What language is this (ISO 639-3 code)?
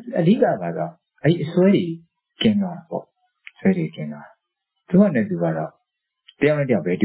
mya